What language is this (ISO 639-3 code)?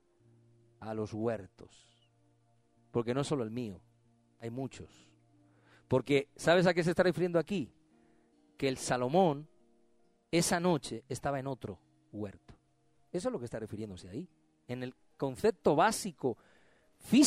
spa